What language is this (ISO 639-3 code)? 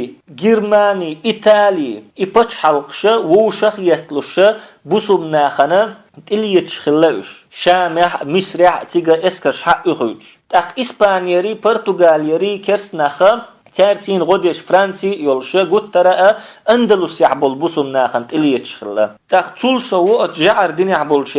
che